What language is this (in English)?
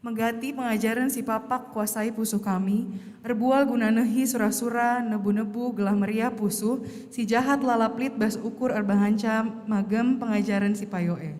Batak Karo